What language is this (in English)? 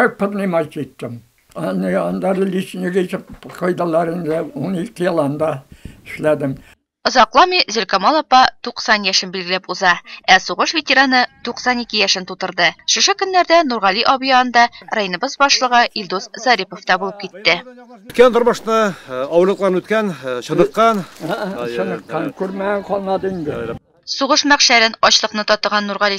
Tatar